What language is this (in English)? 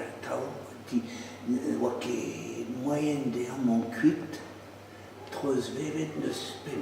Breton